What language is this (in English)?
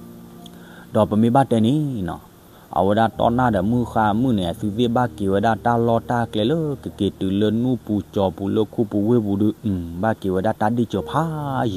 S'gaw Karen